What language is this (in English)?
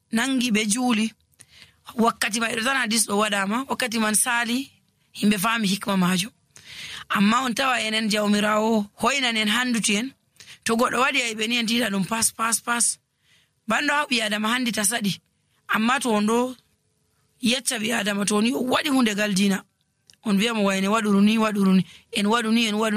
Nigerian Fulfulde